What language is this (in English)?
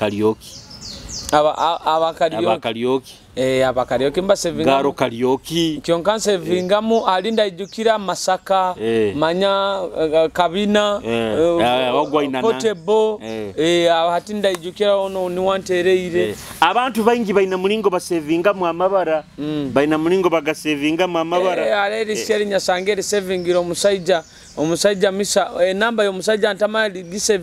Nyoro